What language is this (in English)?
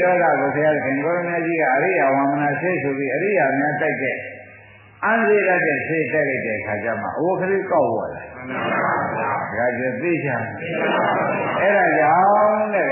Burmese